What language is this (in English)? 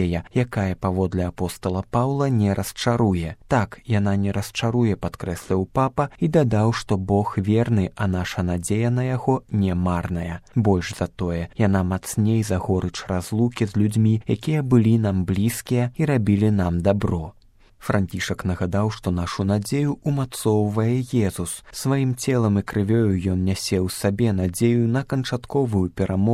Belarusian